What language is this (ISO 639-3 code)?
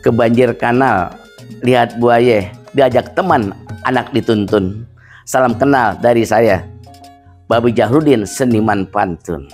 bew